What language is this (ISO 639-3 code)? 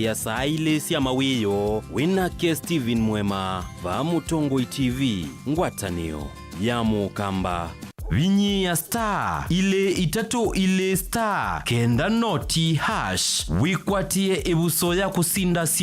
kam